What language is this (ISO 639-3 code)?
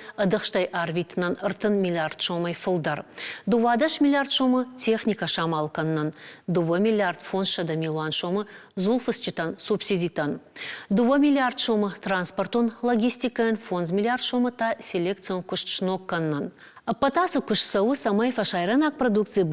oss